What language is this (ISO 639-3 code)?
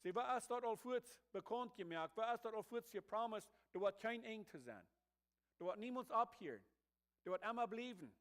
pdt